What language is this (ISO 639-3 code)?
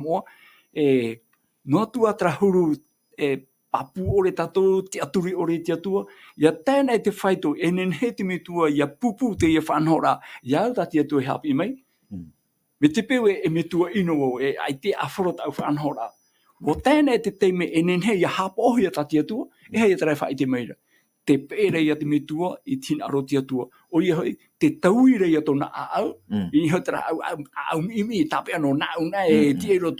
tah